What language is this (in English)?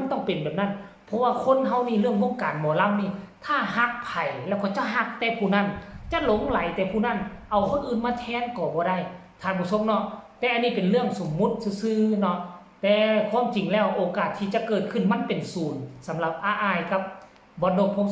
Northeastern Thai